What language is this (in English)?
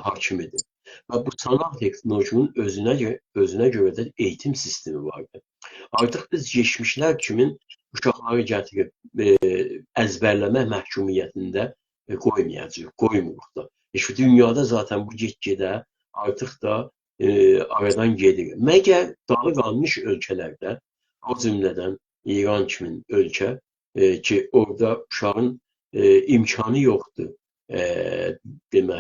South Azerbaijani